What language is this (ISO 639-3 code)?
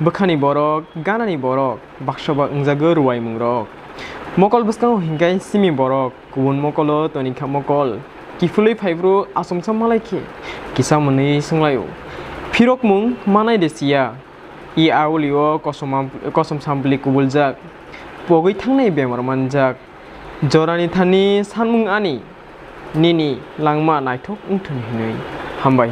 trp